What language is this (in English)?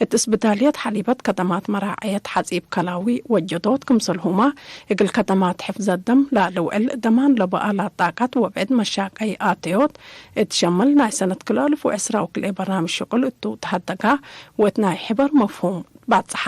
Tigre